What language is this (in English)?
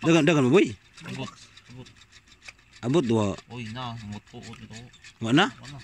Cebuano